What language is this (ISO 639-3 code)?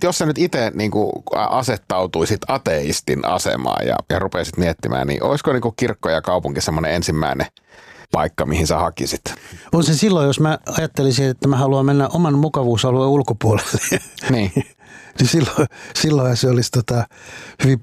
fin